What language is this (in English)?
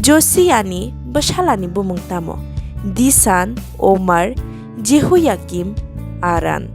Kok Borok